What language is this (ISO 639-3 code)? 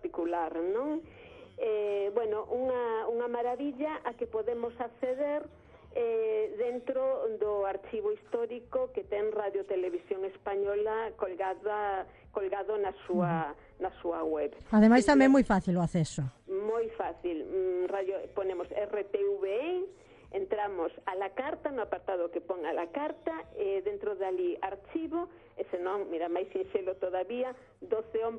glg